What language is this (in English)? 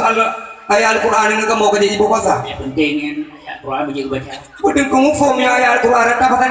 Achinese